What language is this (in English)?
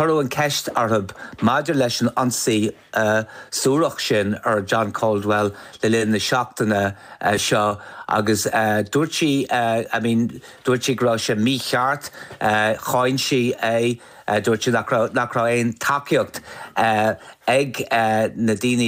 Irish